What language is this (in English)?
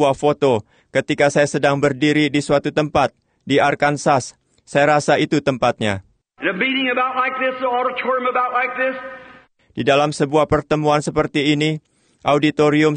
Indonesian